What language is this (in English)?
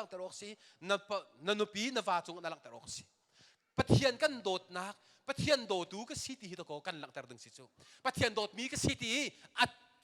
Hakha Chin